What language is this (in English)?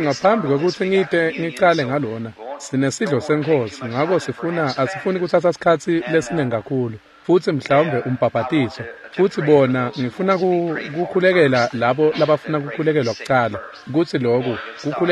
Swati